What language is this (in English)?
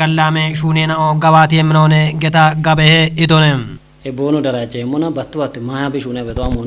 Kafa